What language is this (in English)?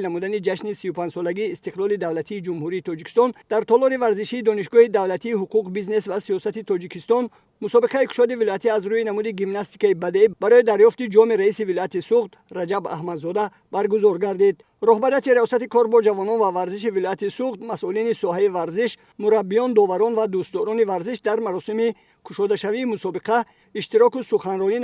Tajik